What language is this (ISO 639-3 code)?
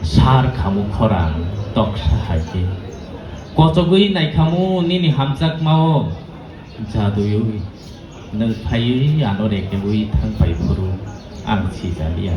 trp